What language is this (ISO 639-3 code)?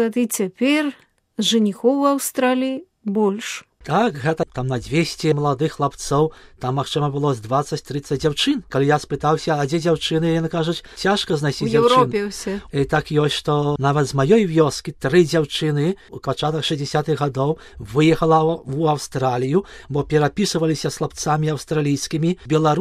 bel